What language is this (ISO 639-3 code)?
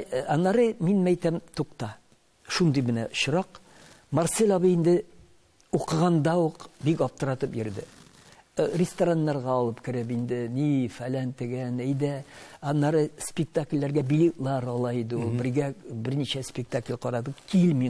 tat